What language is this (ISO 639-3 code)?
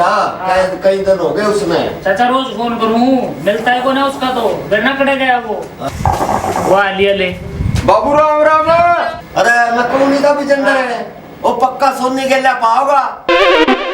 bgc